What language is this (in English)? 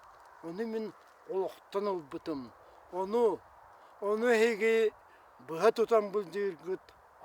Yakut